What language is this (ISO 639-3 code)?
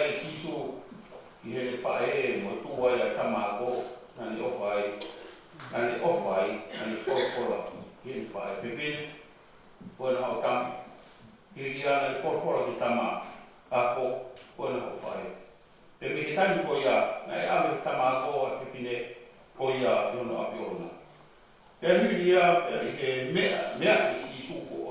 ton